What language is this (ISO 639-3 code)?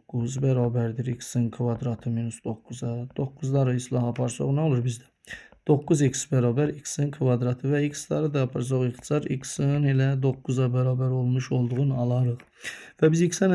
aze